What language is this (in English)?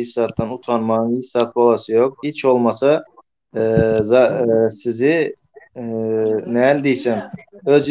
Turkmen